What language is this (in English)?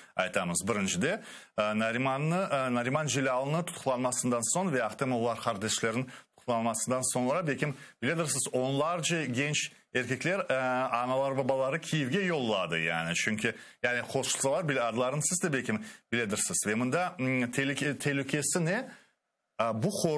Crimean Tatar